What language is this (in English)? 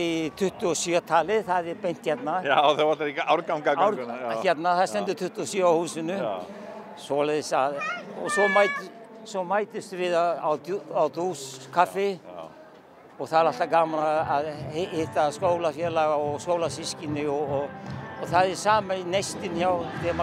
Icelandic